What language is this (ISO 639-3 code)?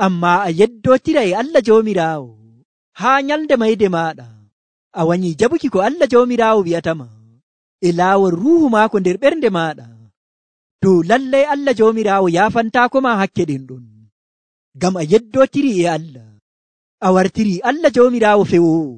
fuv